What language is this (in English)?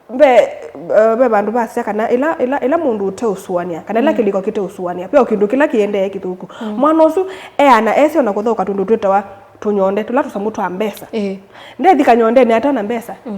Kamba